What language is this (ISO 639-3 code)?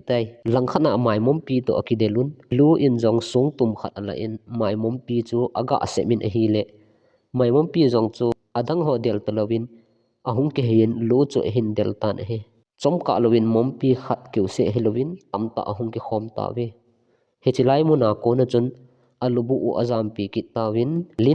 tcz